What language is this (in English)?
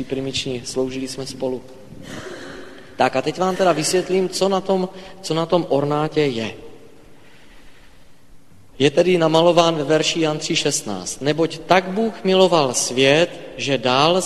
Czech